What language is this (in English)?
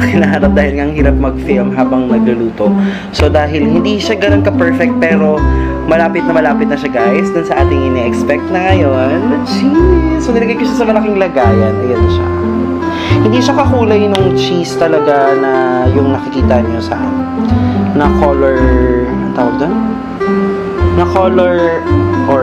Filipino